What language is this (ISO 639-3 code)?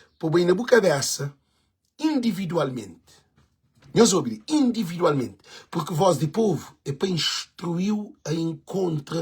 kea